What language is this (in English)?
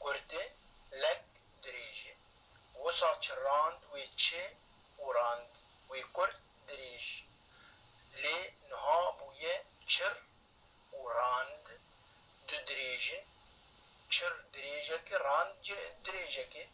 Kurdish